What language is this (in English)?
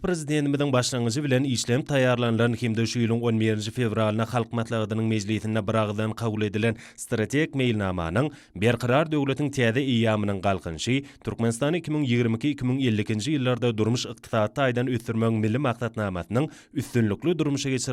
Turkmen